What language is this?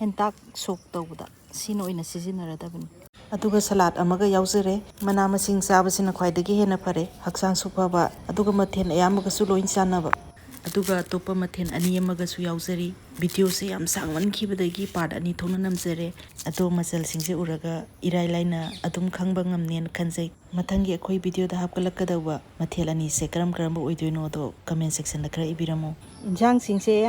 Manipuri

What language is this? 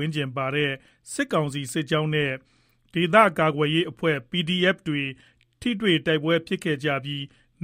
Burmese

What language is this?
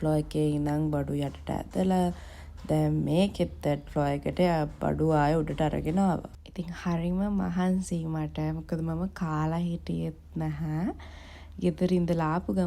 Sinhala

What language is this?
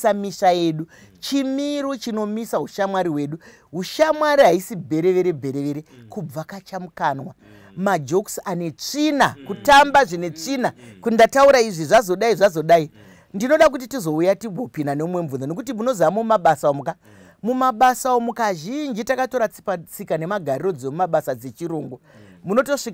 Shona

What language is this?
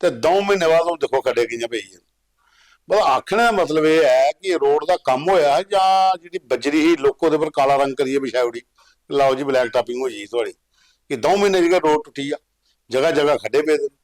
Dogri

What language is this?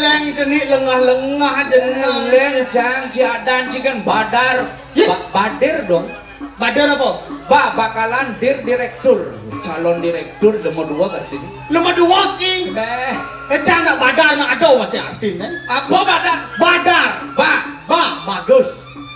Balinese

